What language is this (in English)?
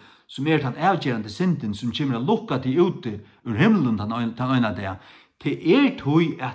Faroese